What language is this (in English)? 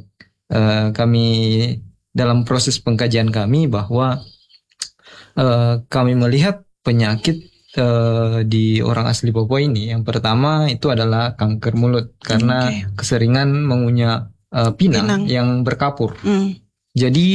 Indonesian